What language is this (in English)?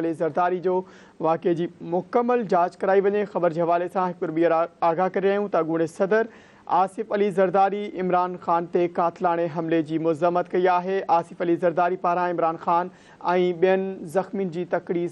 Sindhi